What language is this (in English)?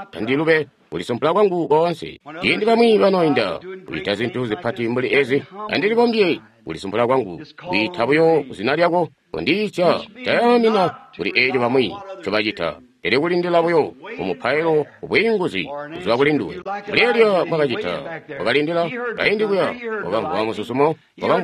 Tonga (Zambia)